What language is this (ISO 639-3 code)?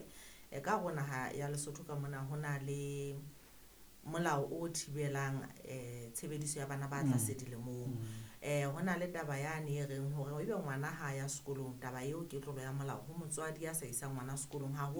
sot